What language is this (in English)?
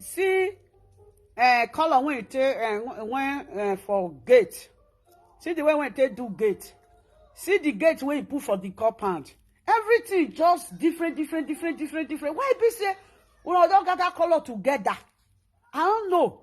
Nigerian Pidgin